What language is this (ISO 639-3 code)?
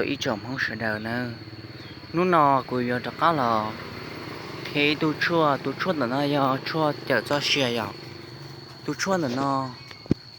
hmn